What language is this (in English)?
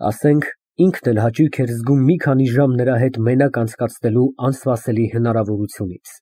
Armenian